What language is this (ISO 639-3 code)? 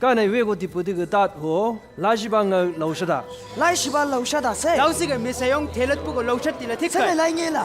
nbc